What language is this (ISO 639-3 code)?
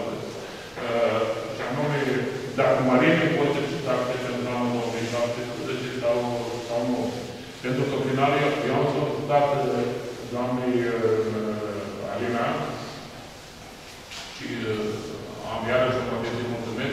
ron